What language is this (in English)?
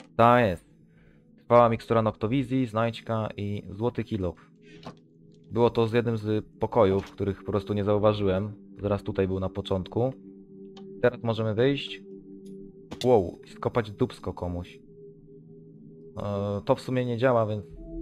Polish